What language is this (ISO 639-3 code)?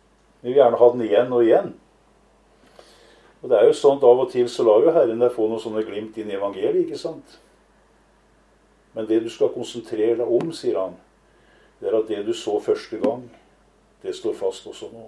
nor